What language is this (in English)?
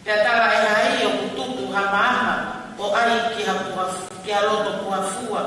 Tongan